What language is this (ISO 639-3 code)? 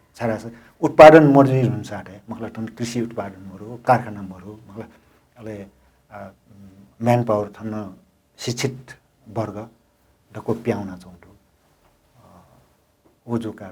new